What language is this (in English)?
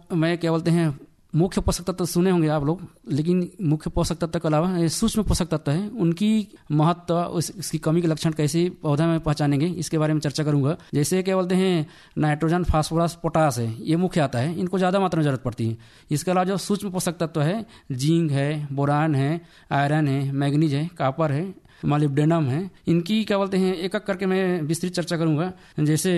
Hindi